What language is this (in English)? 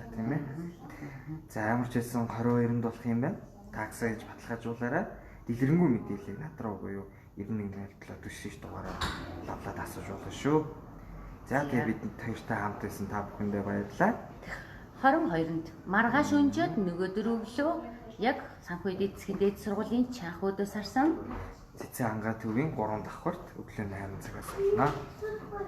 Mongolian